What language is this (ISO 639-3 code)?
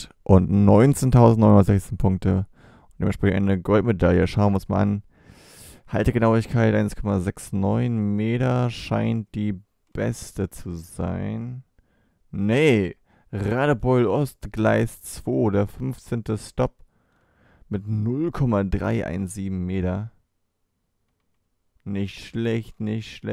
deu